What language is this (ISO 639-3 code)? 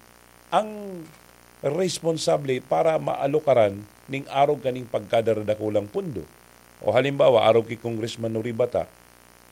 bik